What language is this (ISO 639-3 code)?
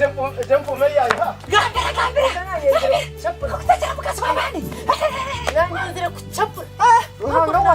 nyn